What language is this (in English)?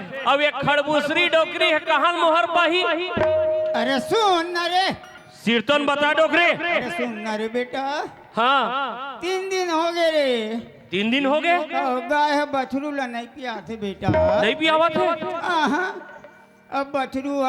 Chhattisgarhi